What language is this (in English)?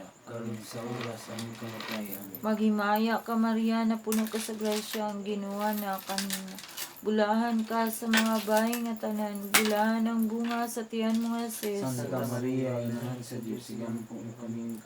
Cebuano